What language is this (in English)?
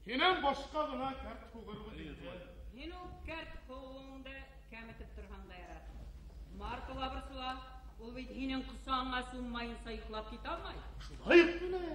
Bashkir